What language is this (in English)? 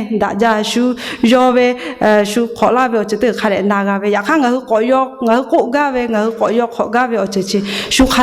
Lahu